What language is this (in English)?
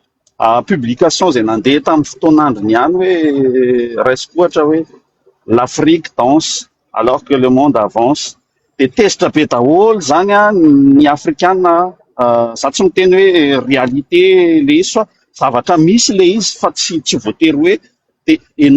Malagasy